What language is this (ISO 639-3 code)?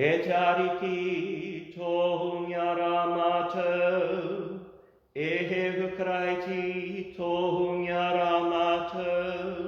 mri